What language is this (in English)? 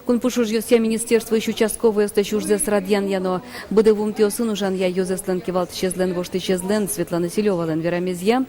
Udmurt